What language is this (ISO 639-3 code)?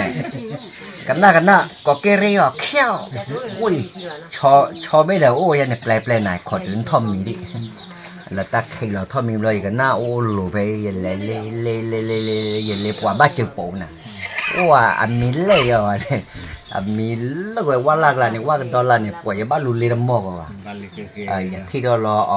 ksw